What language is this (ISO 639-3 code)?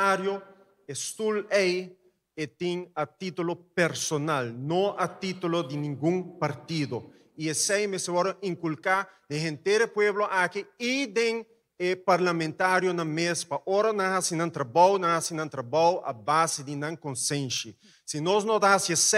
pap